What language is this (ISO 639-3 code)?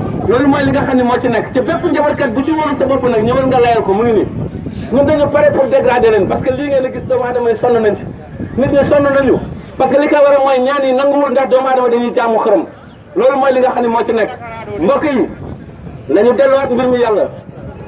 wol